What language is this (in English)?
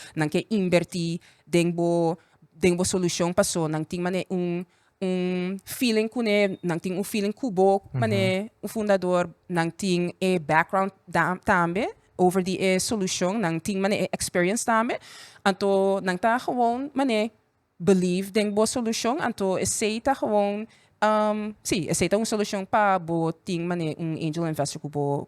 Papiamento